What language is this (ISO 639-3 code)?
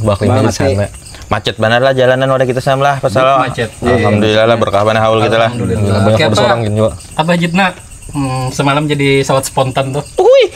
bjn